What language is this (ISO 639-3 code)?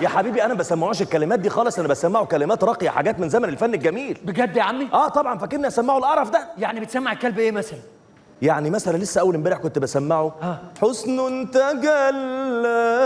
arz